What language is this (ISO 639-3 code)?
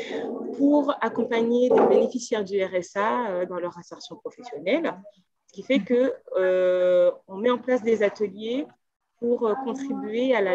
fra